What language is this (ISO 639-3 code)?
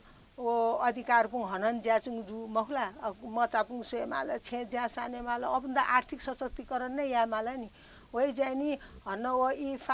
new